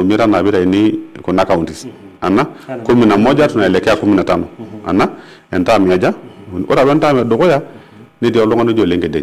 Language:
Masai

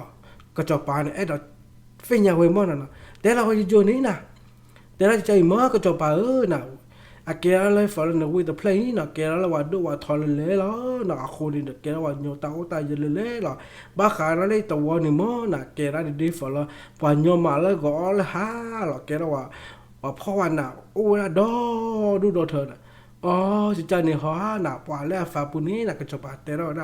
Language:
S'gaw Karen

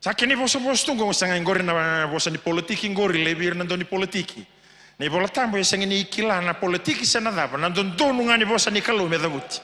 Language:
Fijian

